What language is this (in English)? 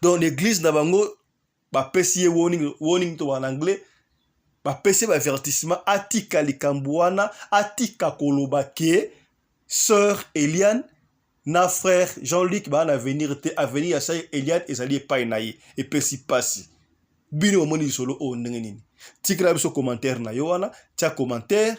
Lingala